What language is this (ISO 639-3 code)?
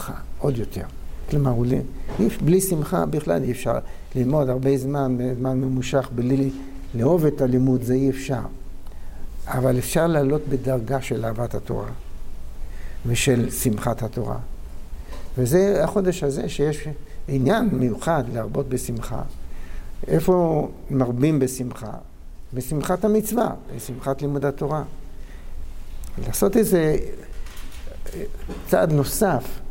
heb